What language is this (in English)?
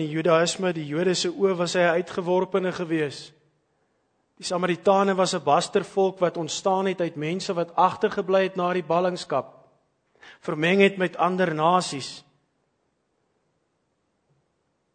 Afrikaans